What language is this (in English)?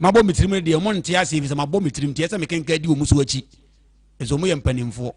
Akan